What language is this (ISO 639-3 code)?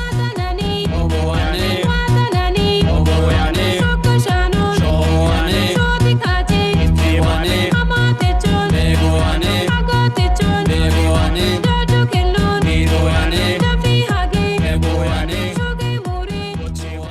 kbr